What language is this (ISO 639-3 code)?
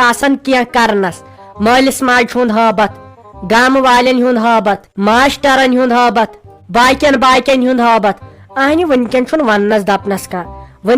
kas